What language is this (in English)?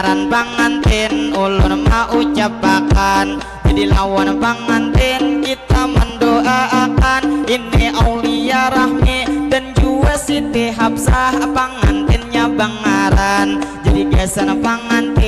Banjar